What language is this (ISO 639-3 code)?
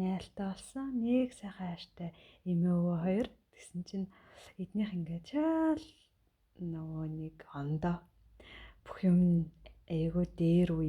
mon